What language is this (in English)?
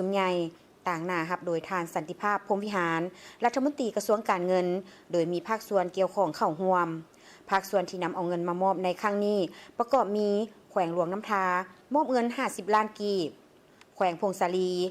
Lao